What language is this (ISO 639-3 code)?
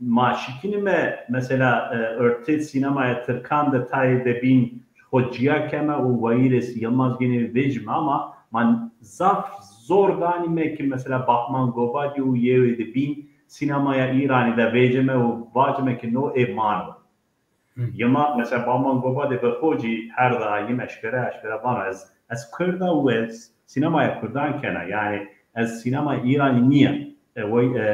zza